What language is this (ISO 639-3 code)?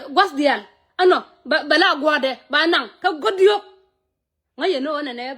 nus